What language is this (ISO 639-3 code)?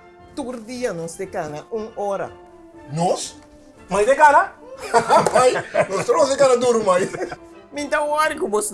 pap